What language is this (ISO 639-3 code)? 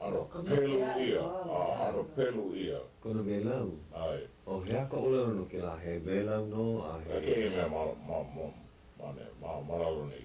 haw